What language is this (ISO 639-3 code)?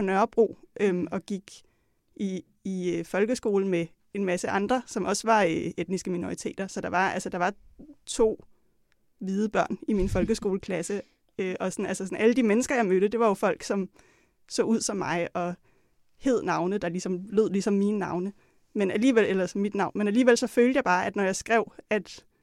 dan